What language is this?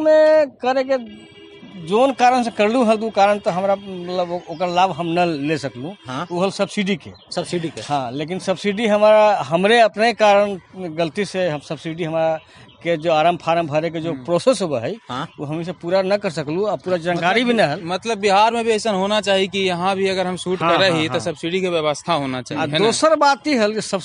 Magahi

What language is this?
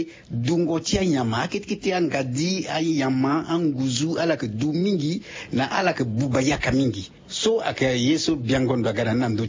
Sango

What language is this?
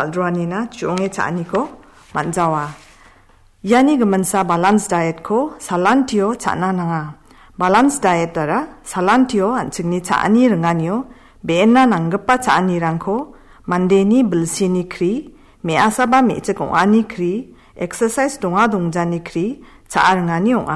Garo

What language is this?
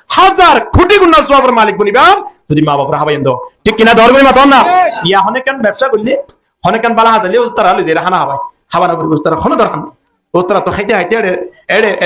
Rohingya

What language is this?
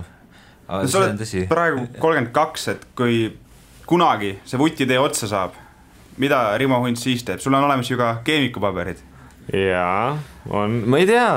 Estonian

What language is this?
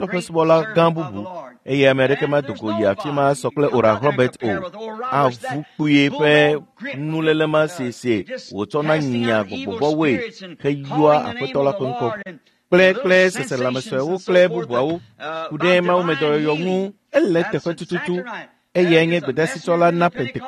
Ewe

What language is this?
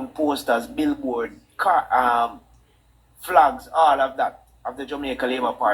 Jamaican Creole English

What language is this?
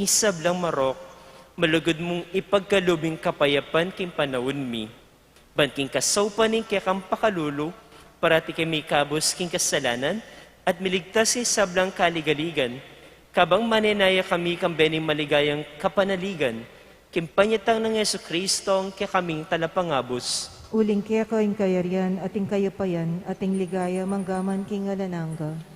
Pampanga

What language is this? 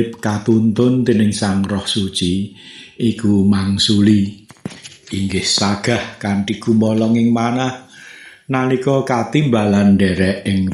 Javanese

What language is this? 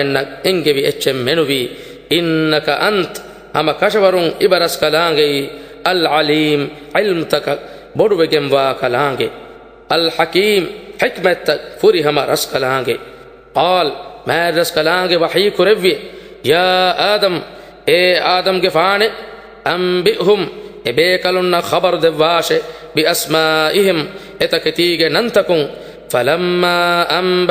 Divehi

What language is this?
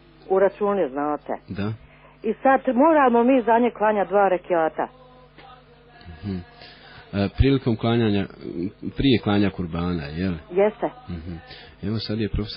Bosnian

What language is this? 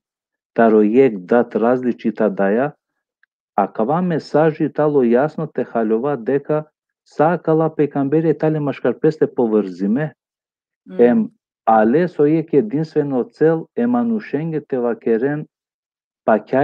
Balkan Romani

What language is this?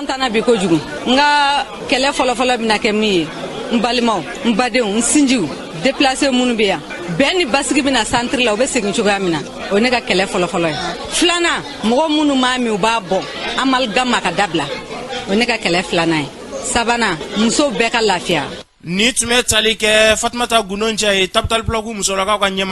Bambara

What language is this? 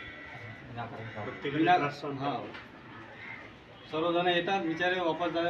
Marathi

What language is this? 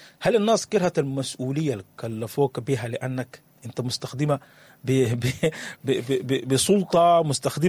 Sudanese Arabic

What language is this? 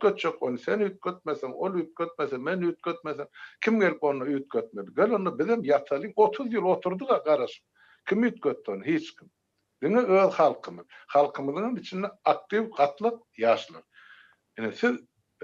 Turkmen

